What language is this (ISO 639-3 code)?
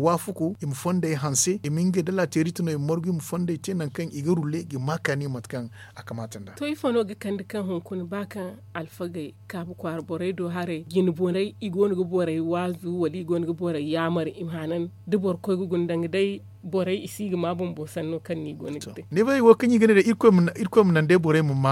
dje